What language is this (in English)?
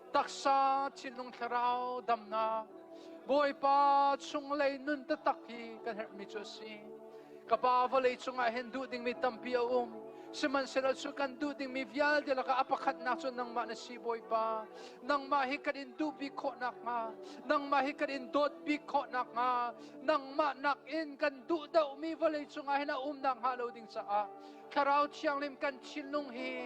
Hakha Chin